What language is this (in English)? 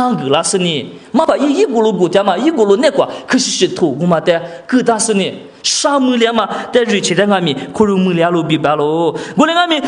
Lisu